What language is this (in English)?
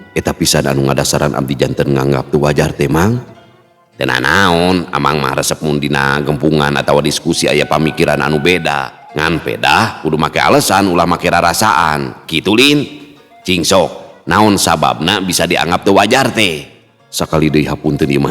Sundanese